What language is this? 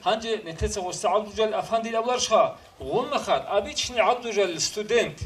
Avaric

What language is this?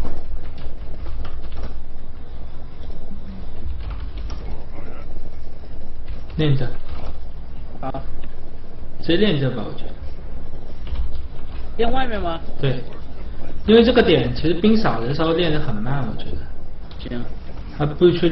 Chinese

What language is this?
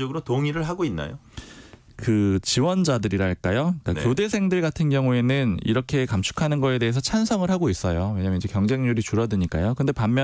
Korean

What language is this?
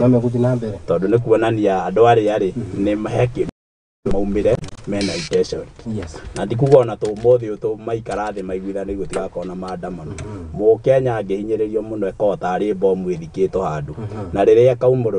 Kikuyu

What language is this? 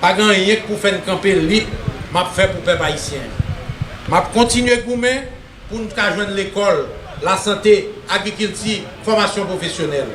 Haitian Creole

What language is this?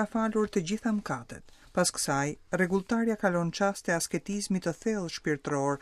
Albanian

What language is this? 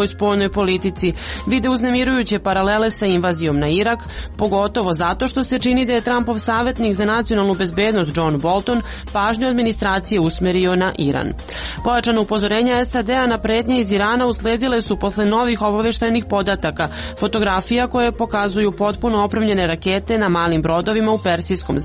Croatian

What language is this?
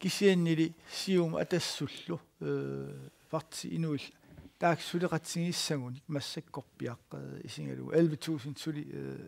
Kalaallisut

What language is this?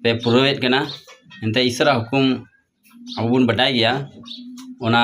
Santali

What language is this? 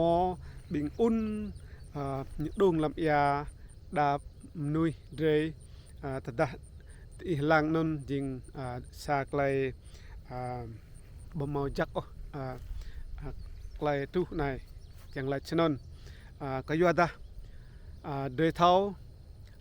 Rade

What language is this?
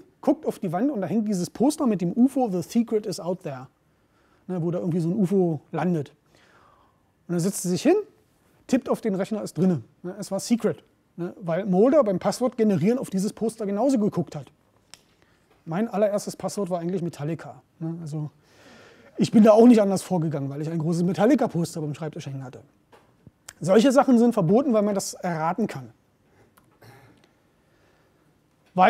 German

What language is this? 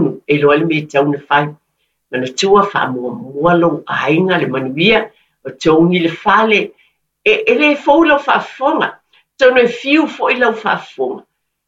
Samoan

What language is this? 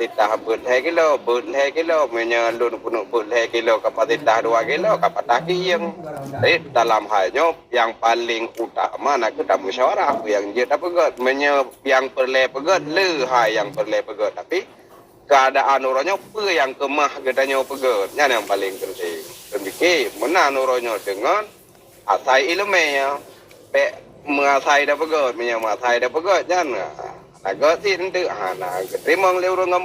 Achinese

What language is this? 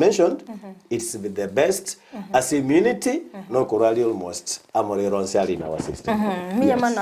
Gusii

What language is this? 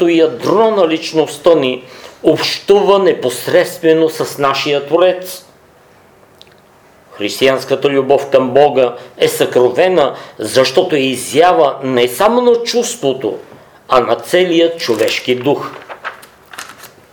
Bulgarian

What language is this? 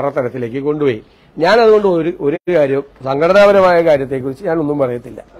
Malayalam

